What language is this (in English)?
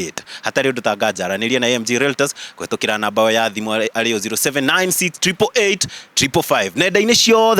Kikuyu